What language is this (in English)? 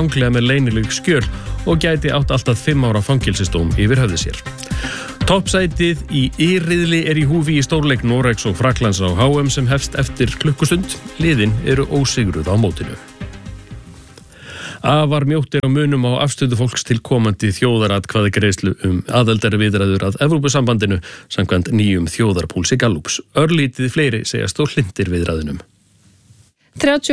Icelandic